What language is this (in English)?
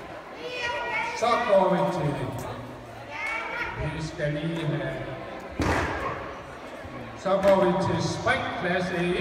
Danish